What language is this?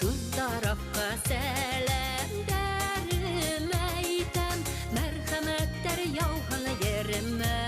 Bashkir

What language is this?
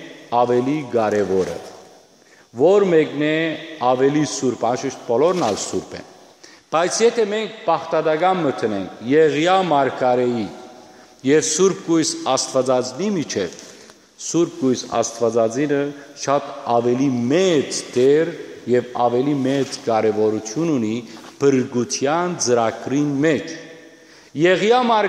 Western Armenian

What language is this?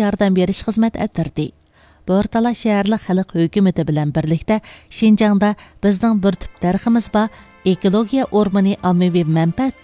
Uyghur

